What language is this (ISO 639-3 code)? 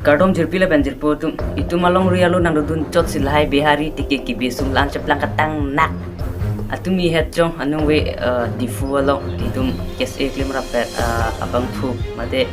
mjw